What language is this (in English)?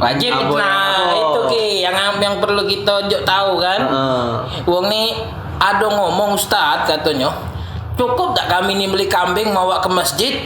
Musi